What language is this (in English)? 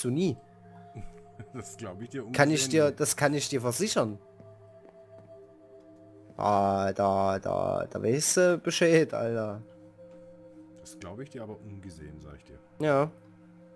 German